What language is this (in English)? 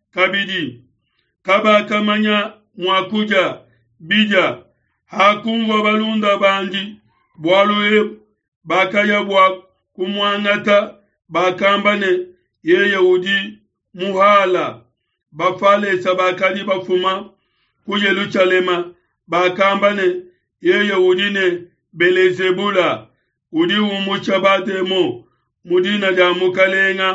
Luba-Lulua